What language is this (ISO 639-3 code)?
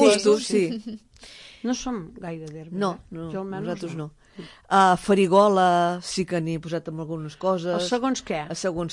cat